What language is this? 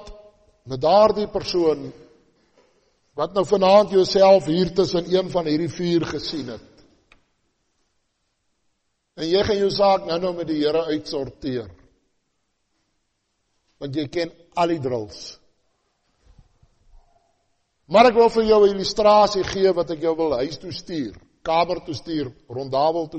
Afrikaans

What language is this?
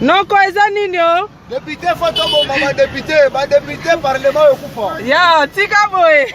Lingala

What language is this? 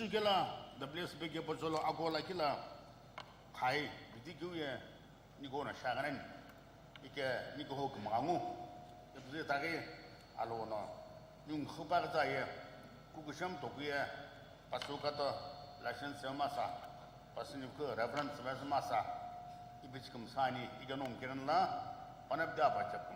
Sumi Naga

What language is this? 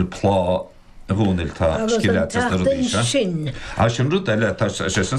Irish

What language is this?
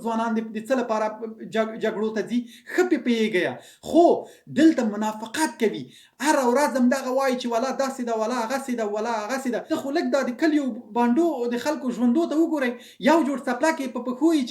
Pashto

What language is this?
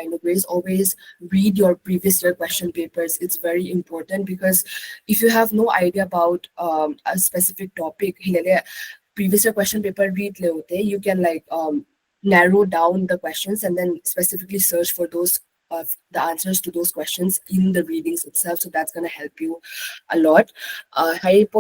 Paite Chin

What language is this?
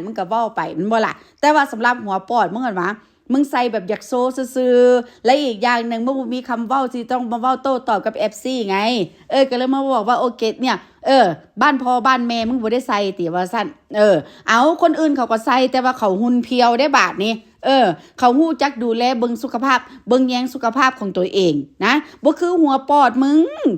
Northeastern Thai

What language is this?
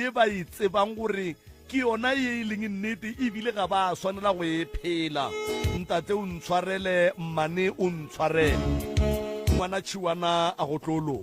Northern Sotho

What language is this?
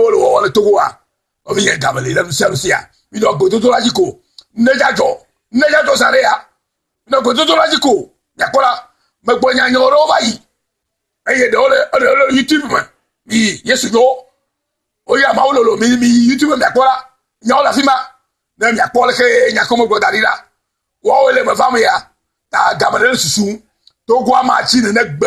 Ewe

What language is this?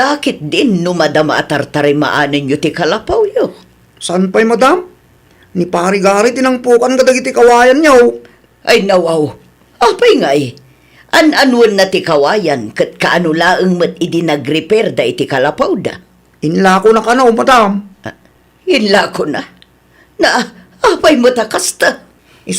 Iloko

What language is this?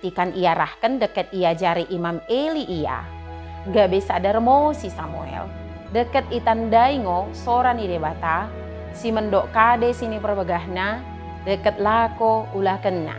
Batak Dairi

